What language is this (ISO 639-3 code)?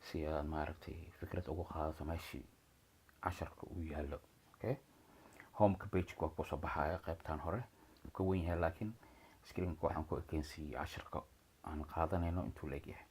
som